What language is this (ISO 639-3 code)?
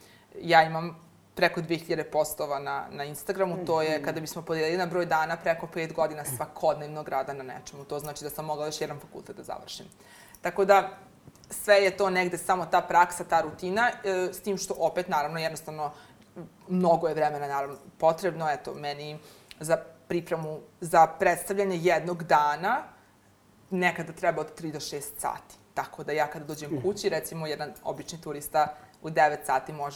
srp